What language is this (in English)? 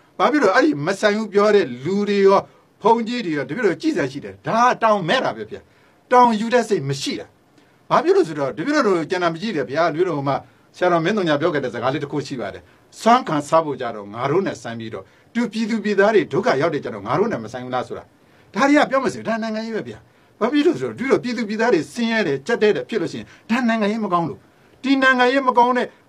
Burmese